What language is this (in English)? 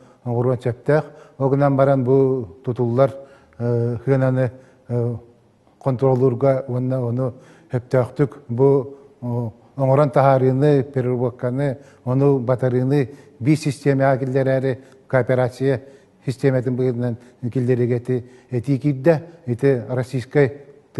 Yakut